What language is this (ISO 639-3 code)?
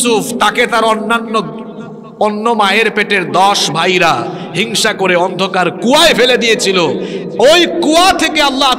ben